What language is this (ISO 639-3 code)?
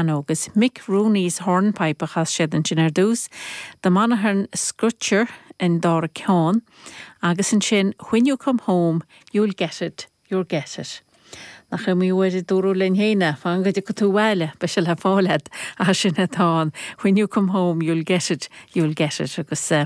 gle